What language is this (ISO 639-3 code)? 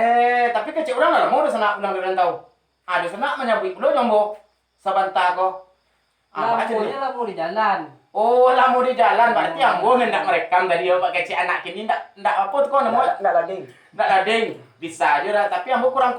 min